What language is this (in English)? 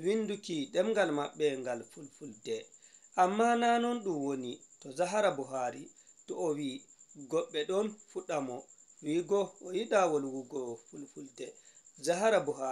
Fula